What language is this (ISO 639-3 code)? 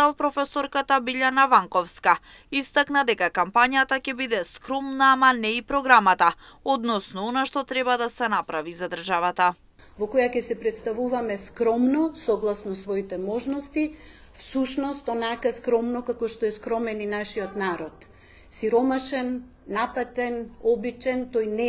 mkd